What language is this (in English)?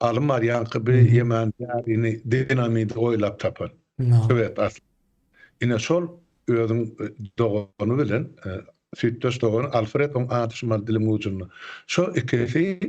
Turkmen